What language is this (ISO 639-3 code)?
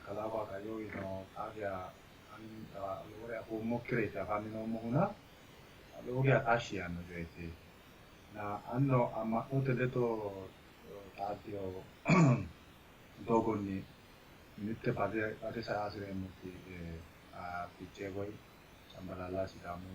sid